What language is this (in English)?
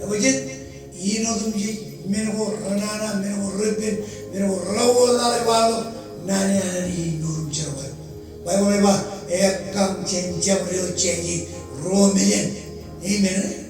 Marshallese